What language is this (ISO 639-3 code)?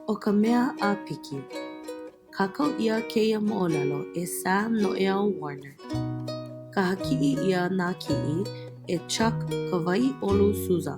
haw